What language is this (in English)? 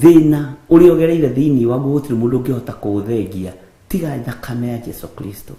Kikuyu